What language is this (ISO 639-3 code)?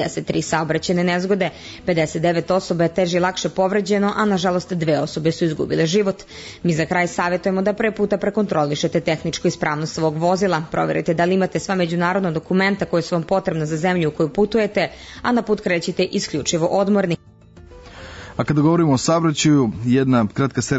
srp